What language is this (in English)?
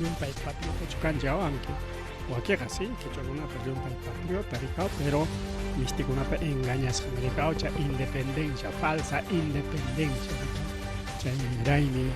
Ayacucho Quechua